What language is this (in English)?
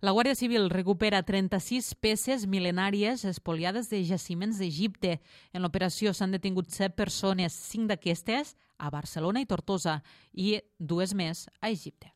Catalan